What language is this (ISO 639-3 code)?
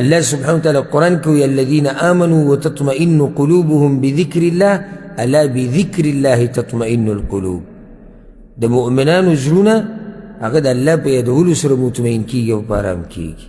pus